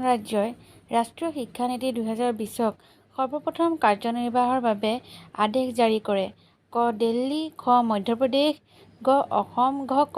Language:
Assamese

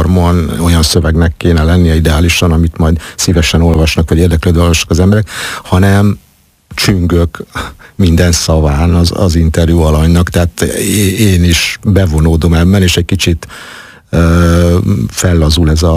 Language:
Hungarian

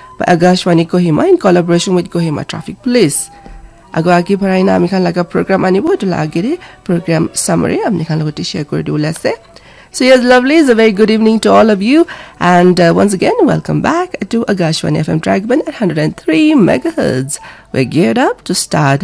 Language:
Naga Pidgin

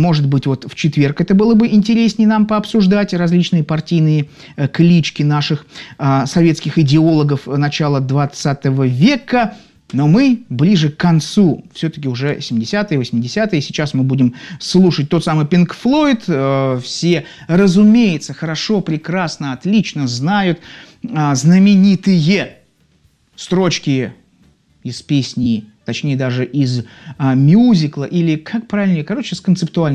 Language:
Russian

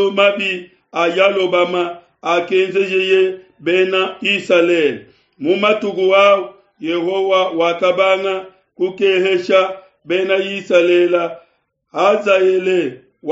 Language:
Luba-Lulua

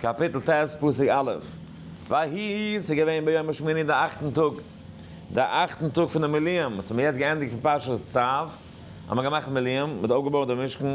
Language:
Yiddish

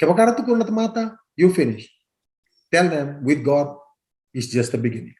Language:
Fijian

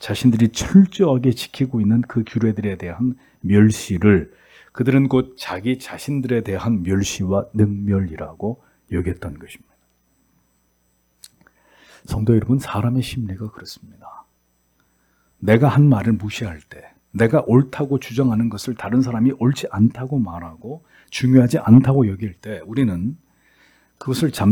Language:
Korean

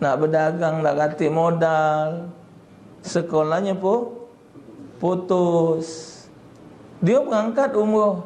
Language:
Musi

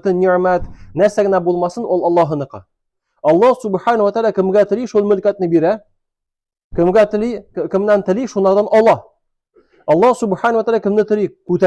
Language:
Tatar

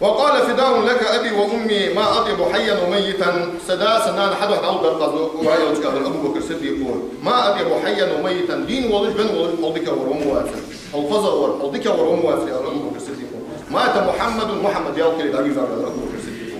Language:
Ingush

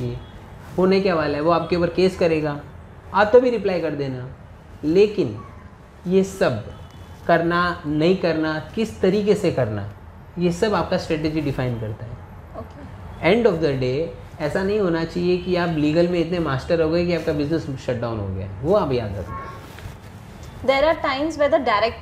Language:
Hindi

